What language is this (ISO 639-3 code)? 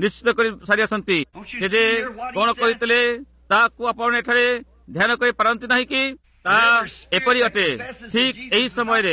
ori